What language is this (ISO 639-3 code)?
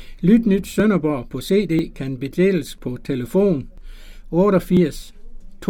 dan